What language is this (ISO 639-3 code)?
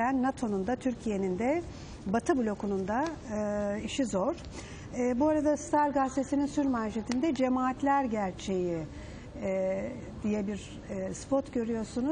tur